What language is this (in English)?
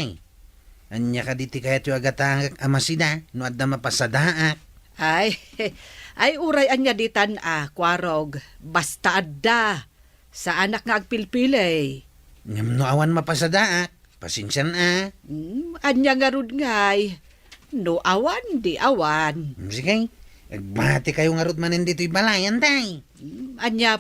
Iloko